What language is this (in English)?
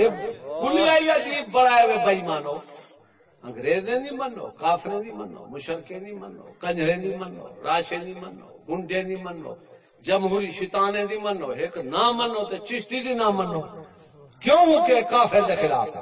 Saraiki